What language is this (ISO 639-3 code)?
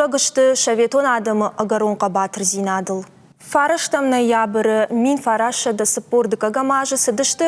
oss